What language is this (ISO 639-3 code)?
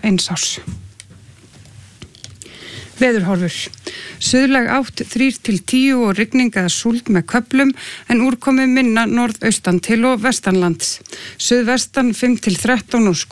isl